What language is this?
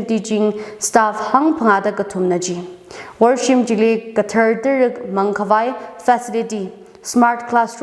Tangkhul Naga (India)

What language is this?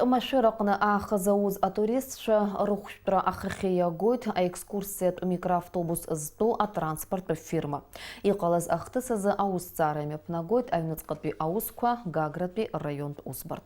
Abkhazian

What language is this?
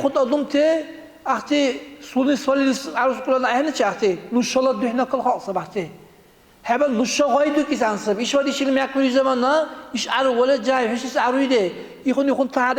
Dargwa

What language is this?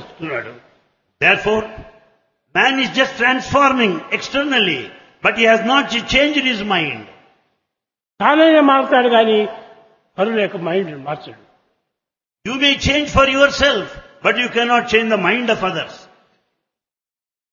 Telugu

